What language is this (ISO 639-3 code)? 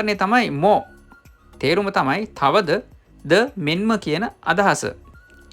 sin